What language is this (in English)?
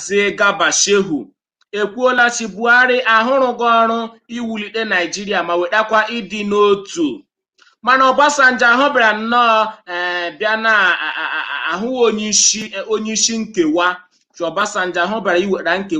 Igbo